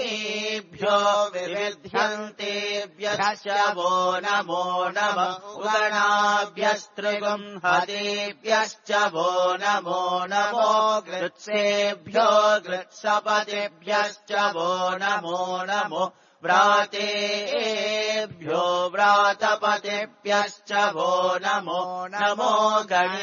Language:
Sanskrit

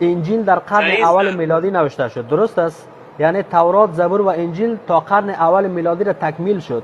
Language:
Persian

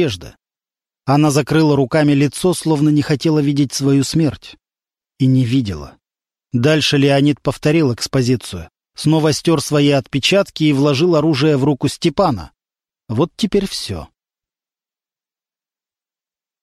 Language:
Russian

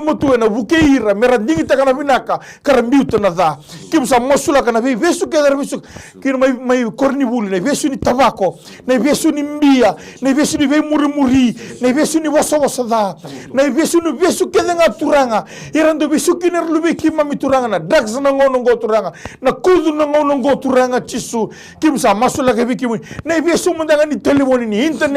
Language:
Fijian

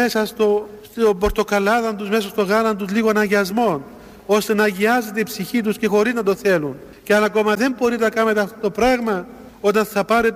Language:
Greek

